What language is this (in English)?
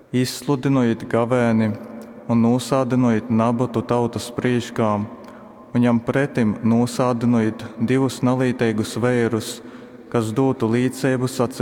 Latgalian